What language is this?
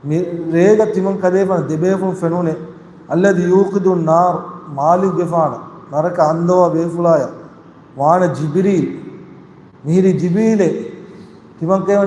Divehi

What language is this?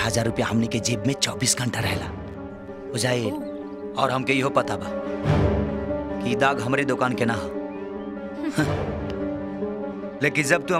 Bhojpuri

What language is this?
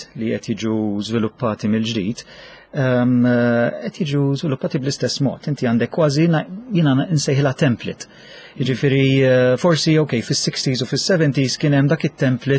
Maltese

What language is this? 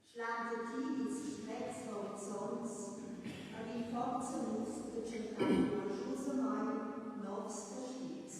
Romansh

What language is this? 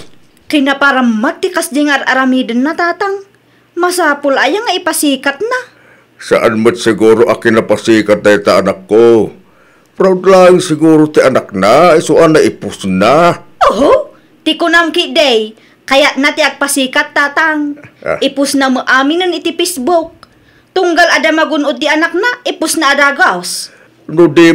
Iloko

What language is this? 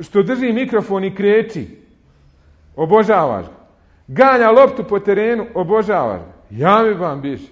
Bosnian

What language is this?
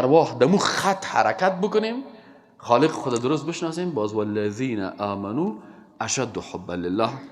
Persian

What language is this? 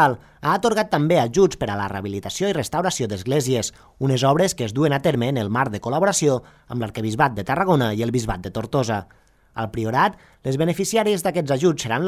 Catalan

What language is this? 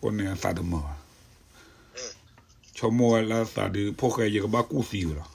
S'gaw Karen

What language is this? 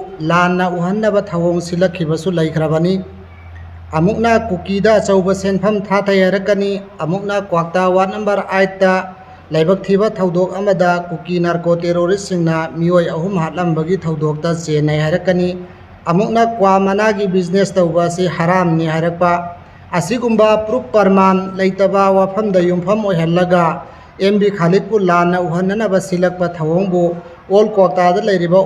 Manipuri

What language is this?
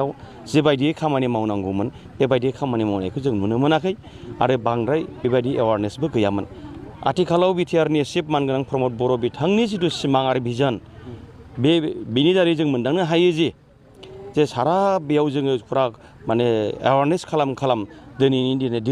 Bodo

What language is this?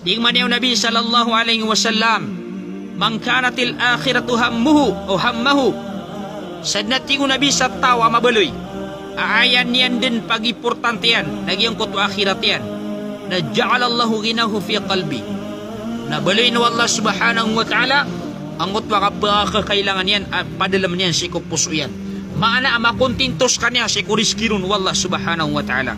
Maranao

